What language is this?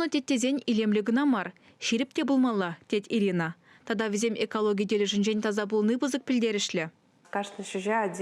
Chuvash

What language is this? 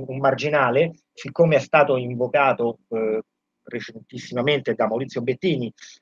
Italian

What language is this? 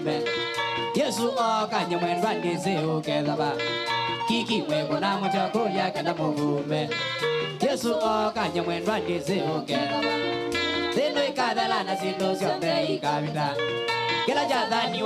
Kamba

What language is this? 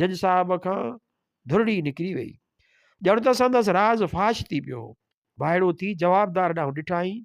Sindhi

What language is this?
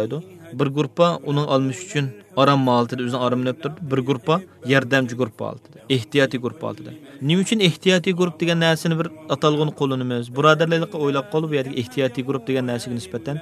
Uyghur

